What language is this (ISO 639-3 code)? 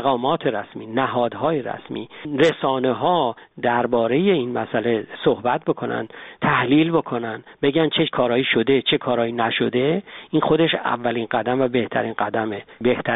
fas